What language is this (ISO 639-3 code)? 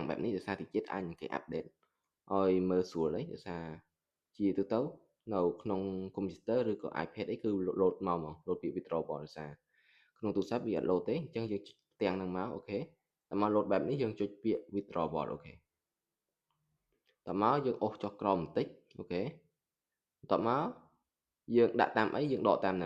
khm